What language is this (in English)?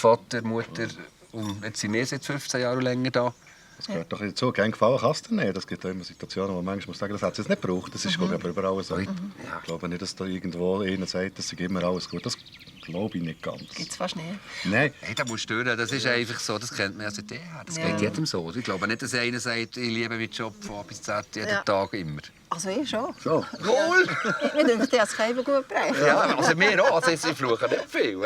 Swiss German